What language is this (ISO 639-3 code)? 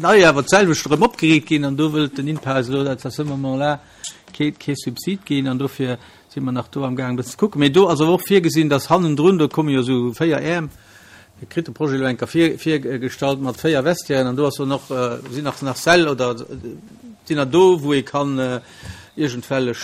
ltz